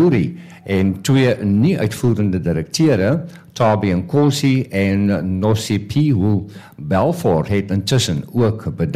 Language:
Afrikaans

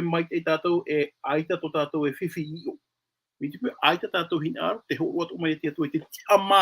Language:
Tahitian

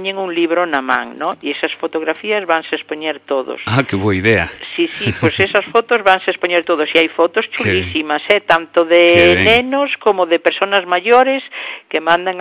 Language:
Galician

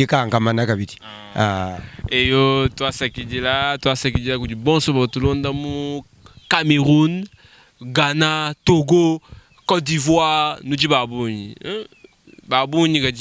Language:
Luba-Lulua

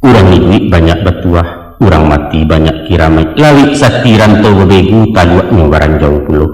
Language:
Minangkabau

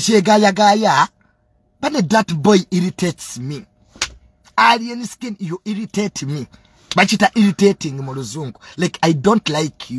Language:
Ganda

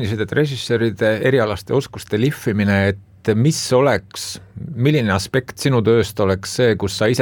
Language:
Estonian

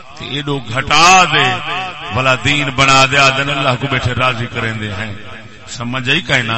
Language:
Saraiki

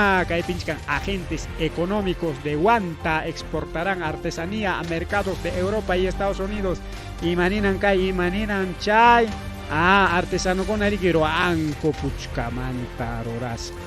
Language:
Ayacucho Quechua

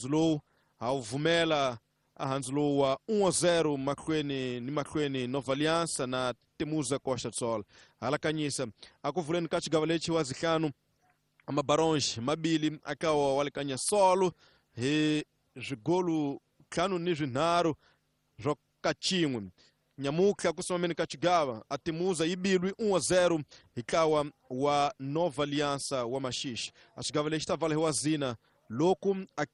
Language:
Tsonga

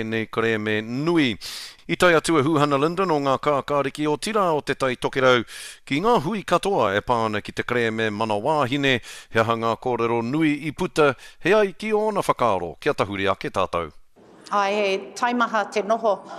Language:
Māori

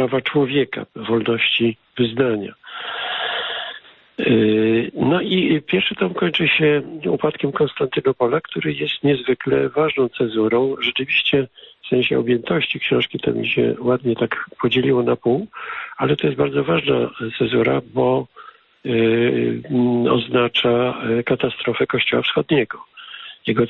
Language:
Polish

